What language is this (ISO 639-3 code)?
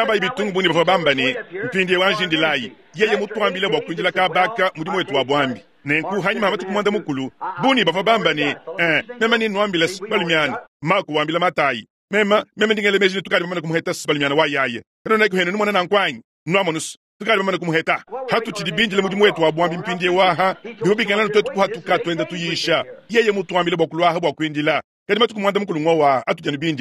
lua